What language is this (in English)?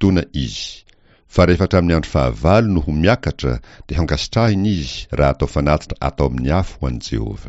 Malagasy